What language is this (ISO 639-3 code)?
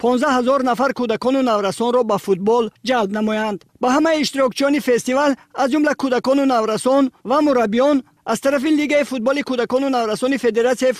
tgk